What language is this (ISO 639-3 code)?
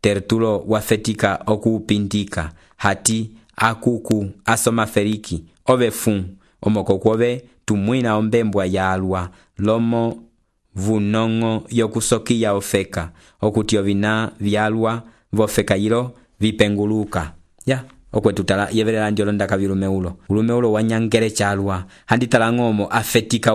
umb